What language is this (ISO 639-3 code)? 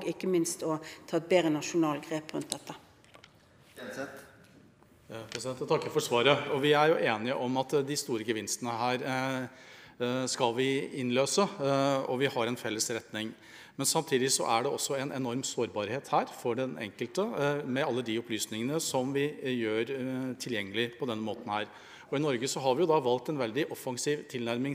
nor